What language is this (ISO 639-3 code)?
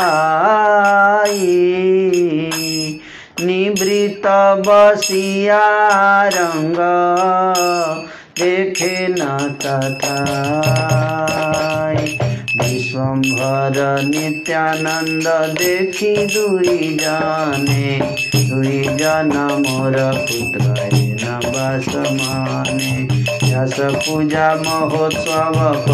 hin